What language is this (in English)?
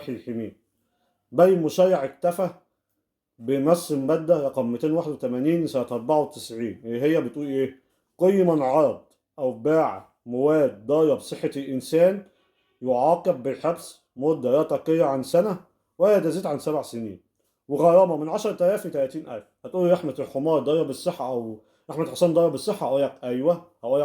Egyptian Arabic